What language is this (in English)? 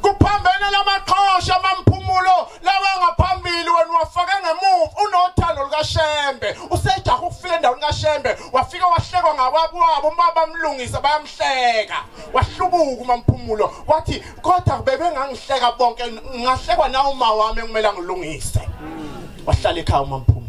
Zulu